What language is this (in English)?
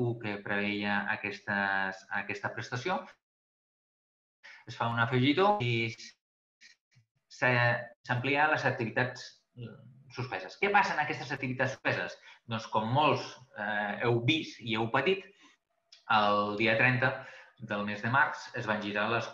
Catalan